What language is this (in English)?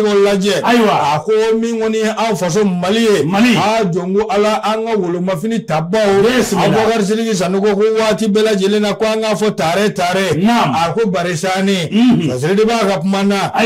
Bambara